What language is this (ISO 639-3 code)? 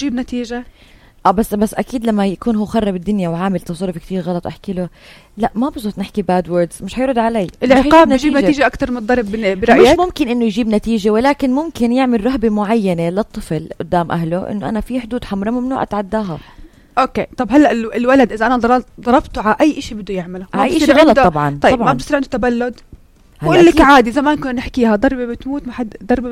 apc